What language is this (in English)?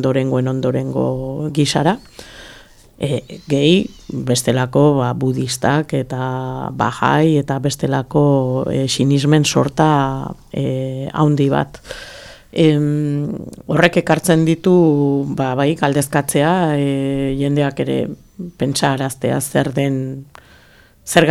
Basque